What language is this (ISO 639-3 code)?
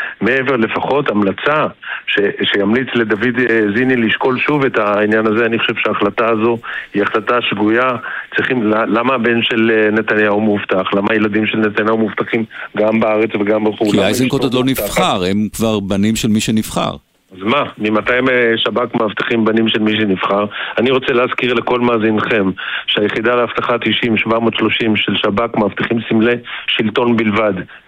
heb